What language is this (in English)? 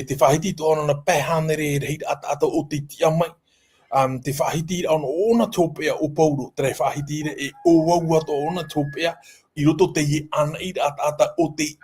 Tahitian